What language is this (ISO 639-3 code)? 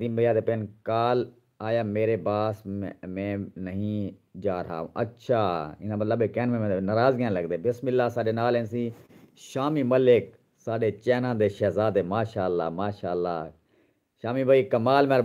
skr